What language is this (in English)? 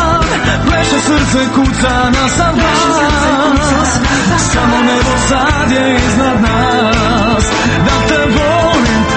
Croatian